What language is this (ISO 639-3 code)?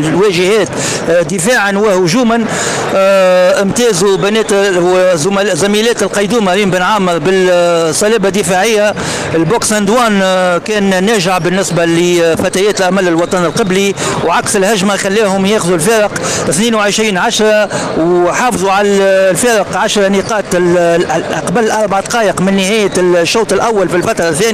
aeb